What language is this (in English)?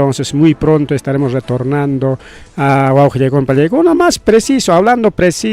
Ayacucho Quechua